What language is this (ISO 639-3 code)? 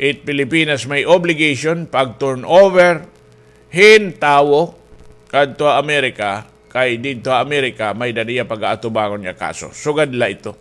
war